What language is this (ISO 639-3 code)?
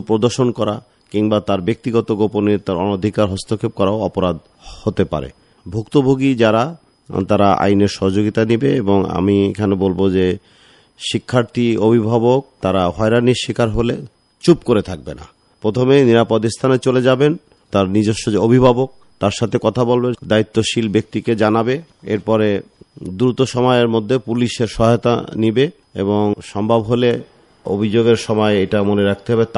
ben